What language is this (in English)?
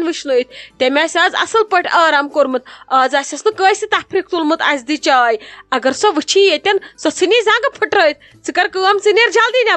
Kashmiri